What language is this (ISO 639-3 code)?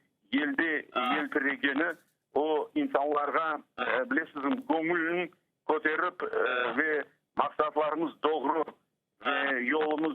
crh